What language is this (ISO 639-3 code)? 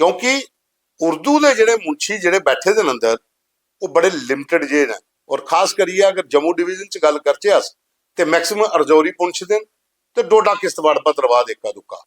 doi